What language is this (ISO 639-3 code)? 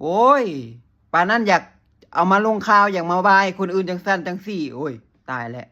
lao